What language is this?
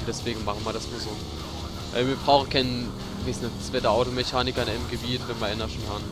Palatine German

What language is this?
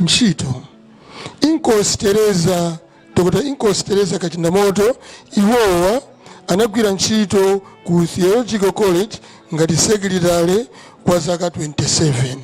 Nyanja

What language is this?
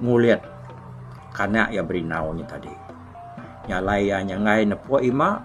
Iban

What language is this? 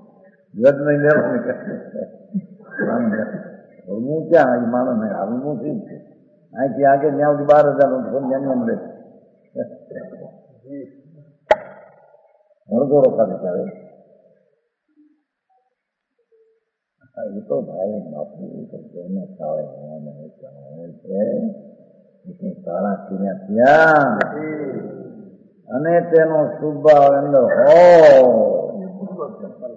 Gujarati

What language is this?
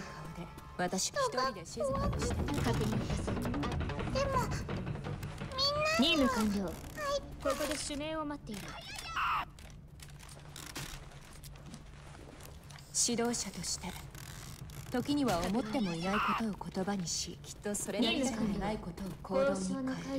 Japanese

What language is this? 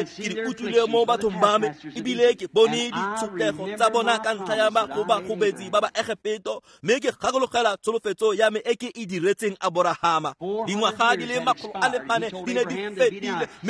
Tswana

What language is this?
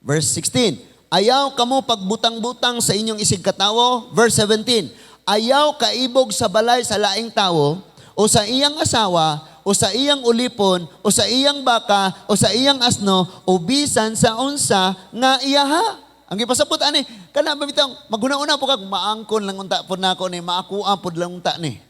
Cebuano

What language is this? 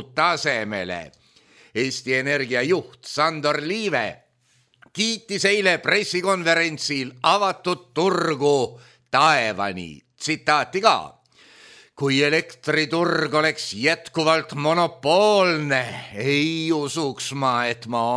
Estonian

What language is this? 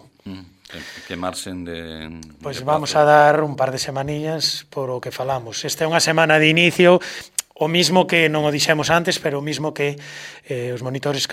Galician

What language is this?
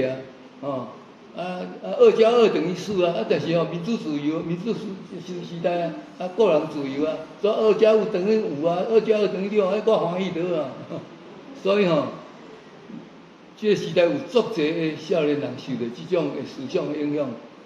Min Nan Chinese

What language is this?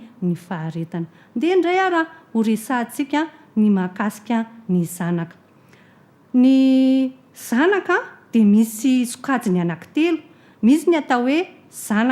Malagasy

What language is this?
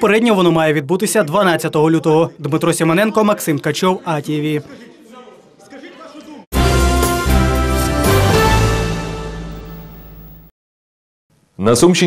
Ukrainian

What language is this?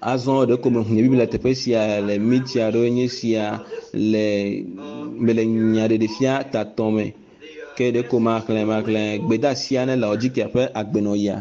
Ewe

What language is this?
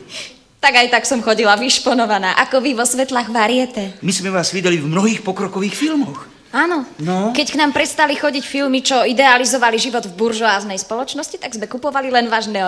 Slovak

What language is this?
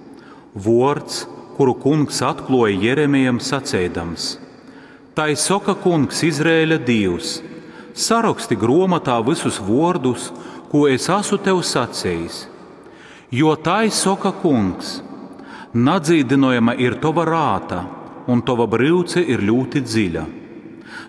Latgalian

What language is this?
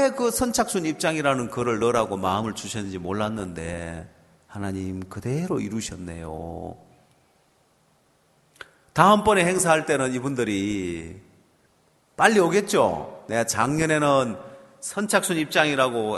Korean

